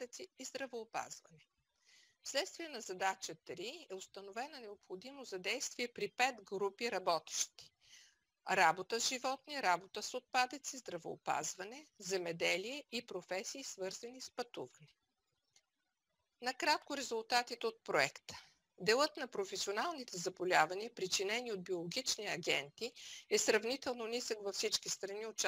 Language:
Bulgarian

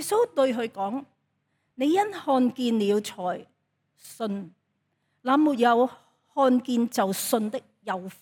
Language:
Cantonese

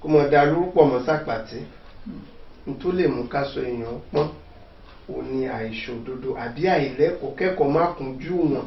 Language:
Yoruba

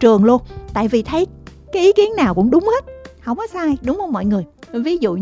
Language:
Vietnamese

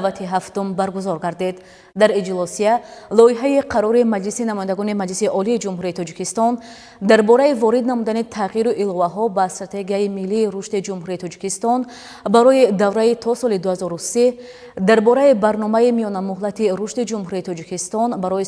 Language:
Tajik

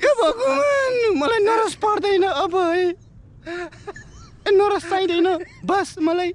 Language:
Nepali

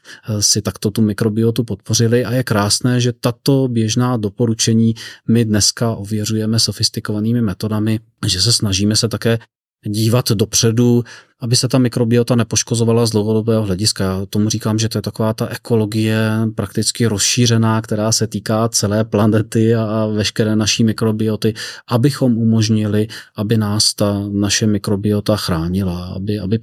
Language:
Czech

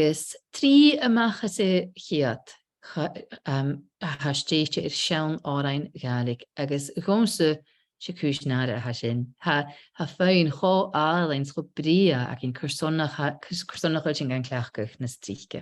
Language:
Scottish Gaelic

